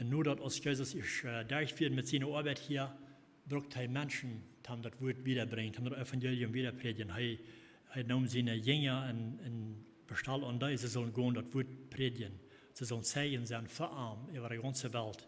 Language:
Plautdietsch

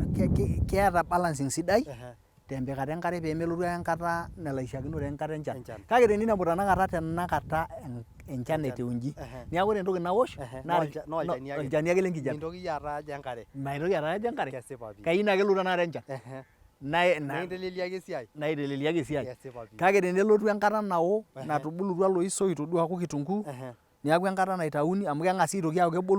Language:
Masai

